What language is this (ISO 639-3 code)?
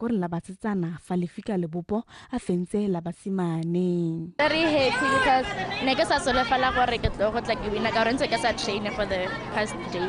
tsn